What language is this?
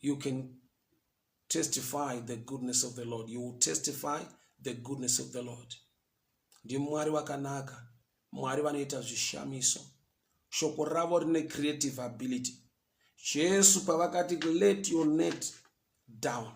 Shona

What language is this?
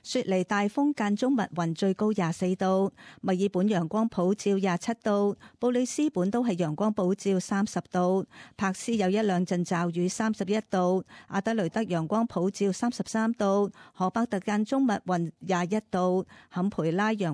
Cantonese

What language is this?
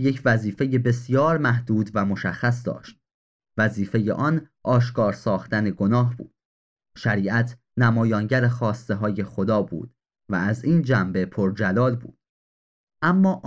Persian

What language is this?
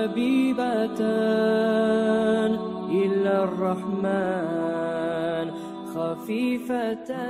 Kumyk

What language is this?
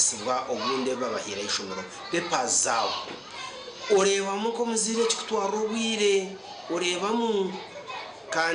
Nyankole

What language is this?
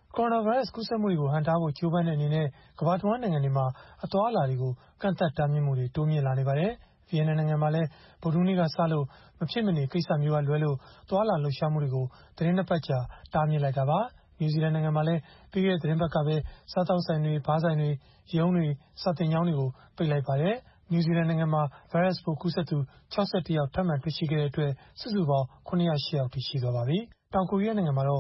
Burmese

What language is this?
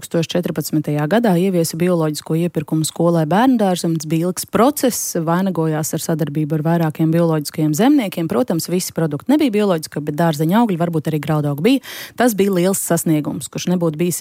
Latvian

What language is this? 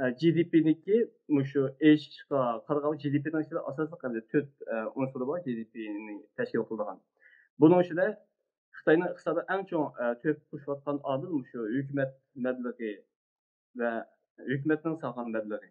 Uyghur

